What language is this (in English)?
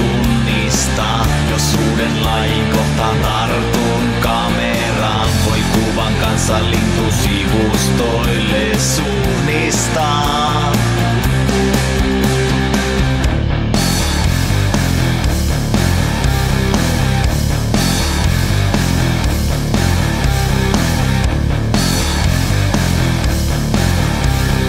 Finnish